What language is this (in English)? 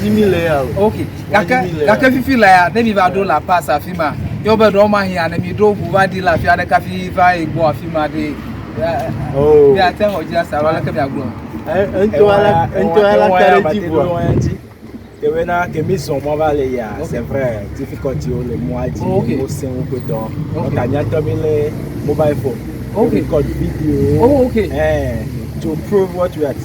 Ewe